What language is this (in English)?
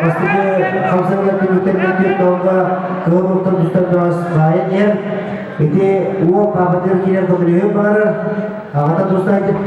Yakut